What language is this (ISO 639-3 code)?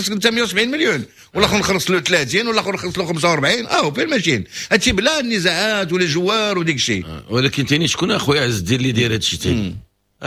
ary